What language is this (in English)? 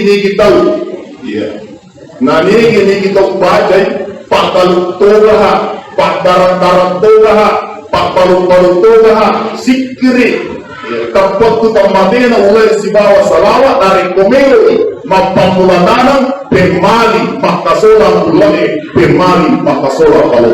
Buginese